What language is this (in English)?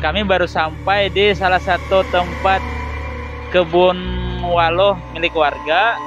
Banjar